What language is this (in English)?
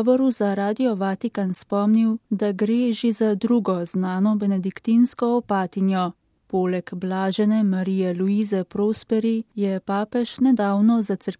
Slovenian